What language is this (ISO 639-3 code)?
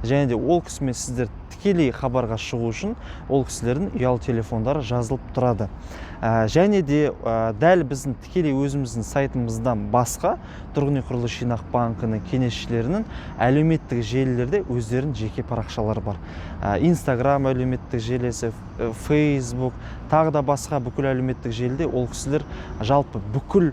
kaz